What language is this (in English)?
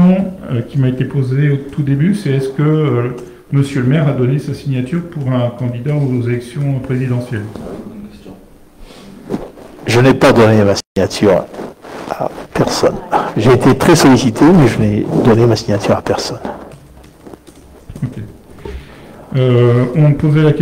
French